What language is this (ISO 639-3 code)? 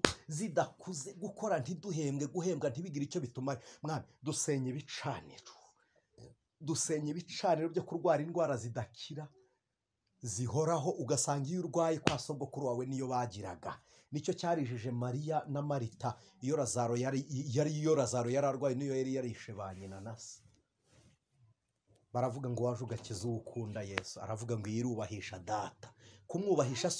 kin